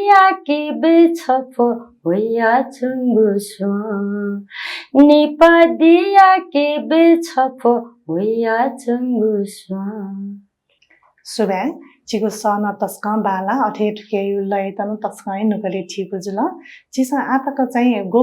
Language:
Newari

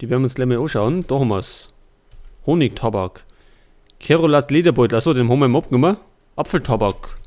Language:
Bavarian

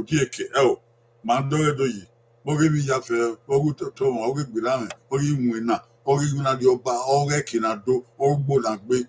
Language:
Bini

